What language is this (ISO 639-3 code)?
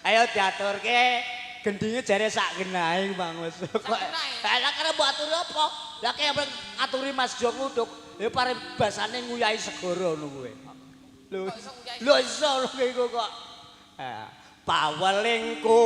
jav